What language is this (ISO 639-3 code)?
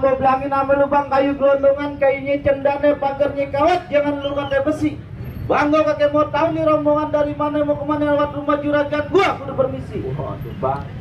bew